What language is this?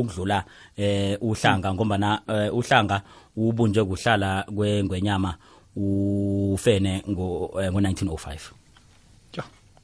South Ndebele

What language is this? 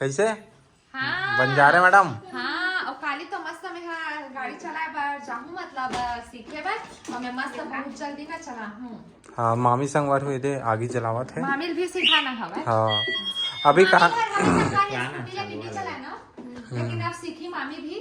Chhattisgarhi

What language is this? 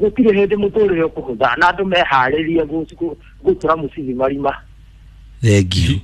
Kikuyu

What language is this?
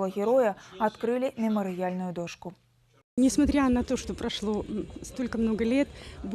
Belarusian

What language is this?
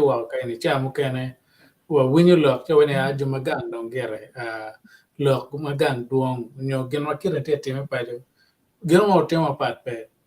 Acoli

